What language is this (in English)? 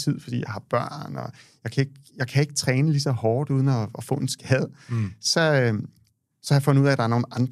Danish